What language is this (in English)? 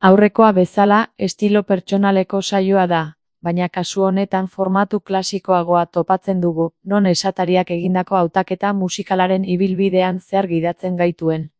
Basque